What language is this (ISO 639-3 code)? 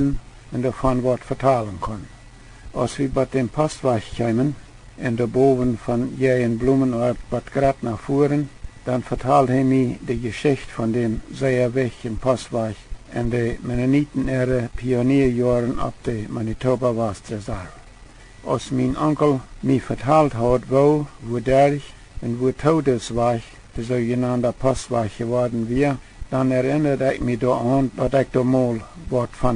pdt